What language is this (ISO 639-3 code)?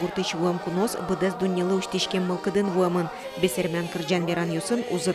udm